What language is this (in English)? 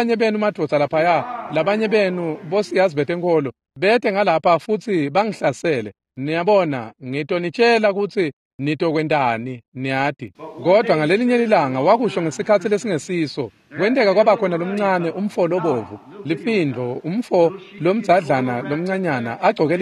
Swati